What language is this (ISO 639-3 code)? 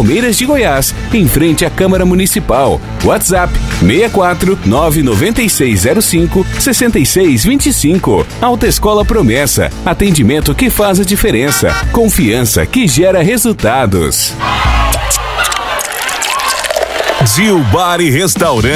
por